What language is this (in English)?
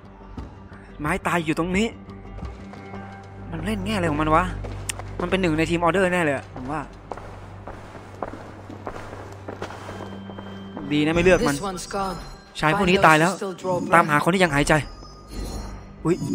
Thai